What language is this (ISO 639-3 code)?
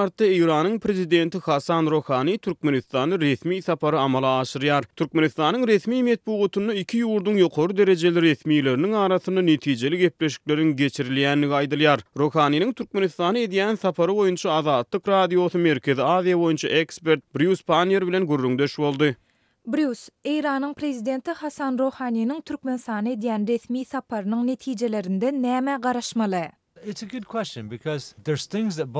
tuk